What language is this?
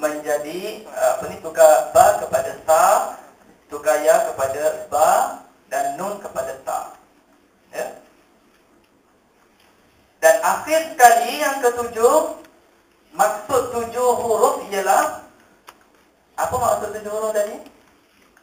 Malay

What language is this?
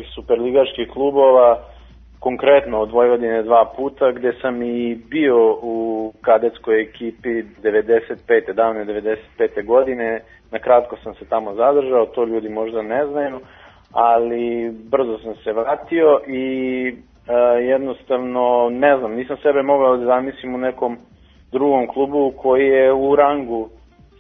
Serbian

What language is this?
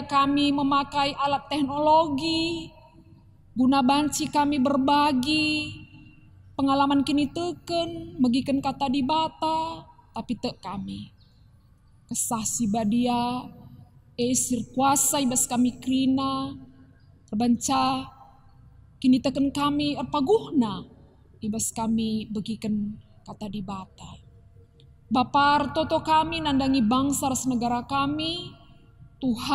Batak Karo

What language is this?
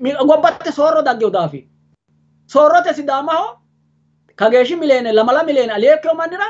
Sidamo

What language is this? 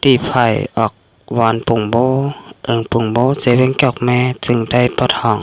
Shan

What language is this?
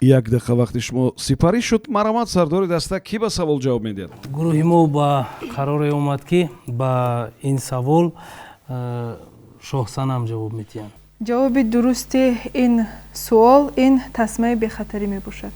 Tajik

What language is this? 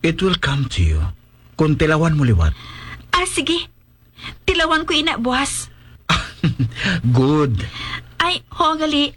Hiligaynon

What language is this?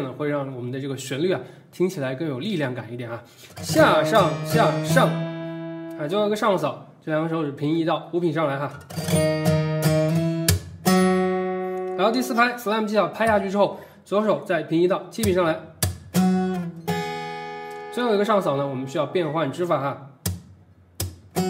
Chinese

